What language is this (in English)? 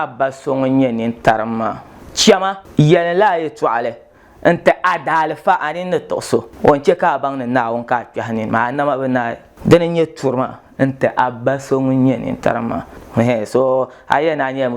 Dagbani